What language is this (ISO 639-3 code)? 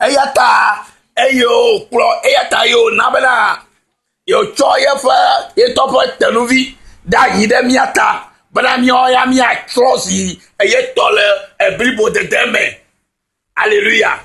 ewe